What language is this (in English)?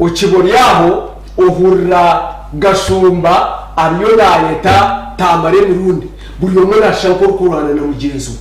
Nyankole